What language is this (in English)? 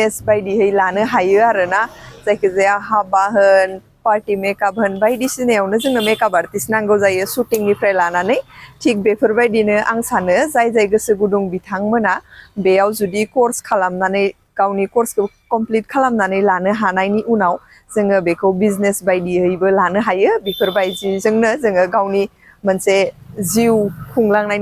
Bodo